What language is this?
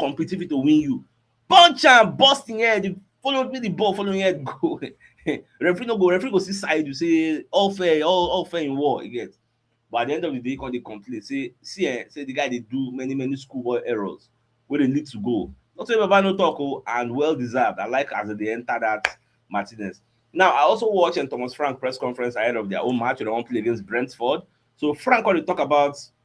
Nigerian Pidgin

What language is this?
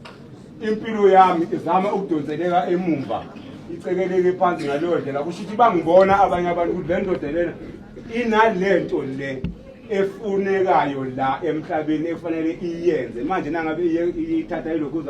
Zulu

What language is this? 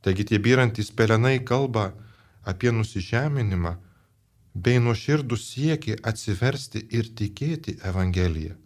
Lithuanian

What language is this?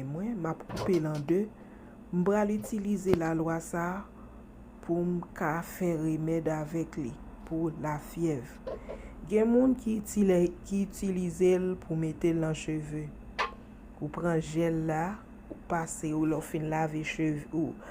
Haitian Creole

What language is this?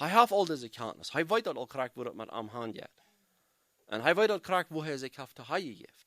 Plautdietsch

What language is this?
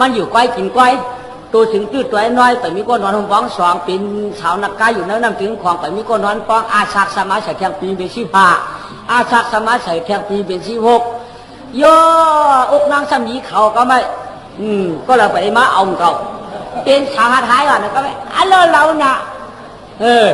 Shan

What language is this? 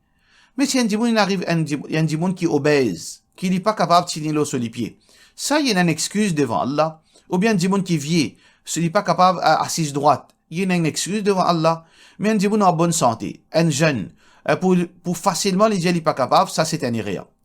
Morisyen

